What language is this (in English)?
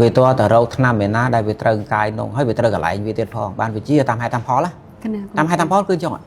Khmer